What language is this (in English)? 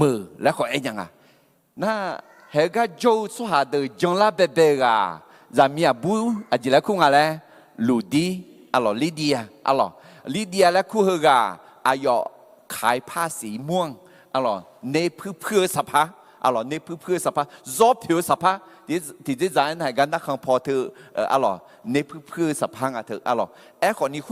Akha